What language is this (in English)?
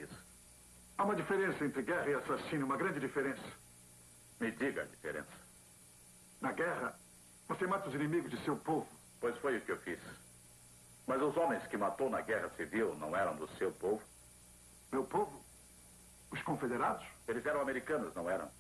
Portuguese